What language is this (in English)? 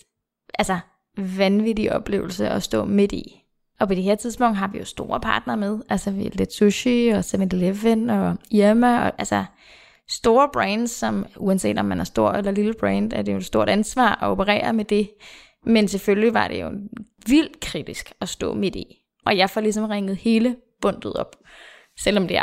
Danish